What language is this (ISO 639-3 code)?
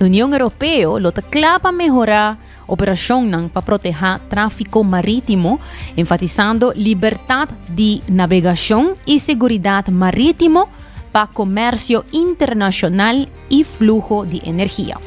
pap